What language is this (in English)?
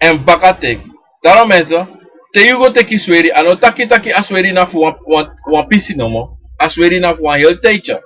Sranan Tongo